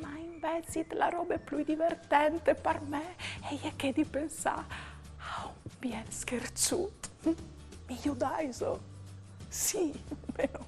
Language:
Friulian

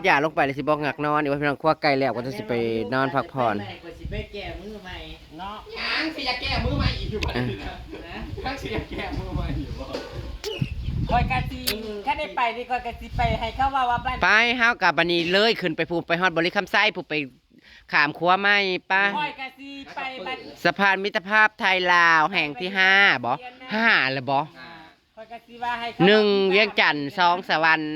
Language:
Northeastern Thai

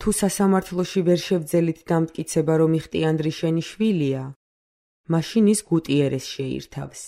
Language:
Georgian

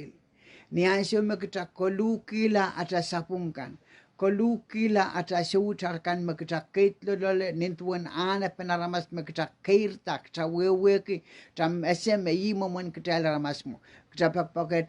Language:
Pohnpeian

